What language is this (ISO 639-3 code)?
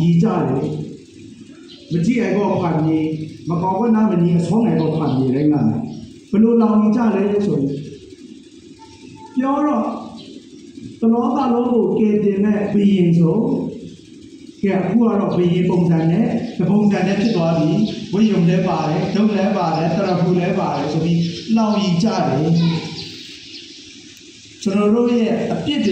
mya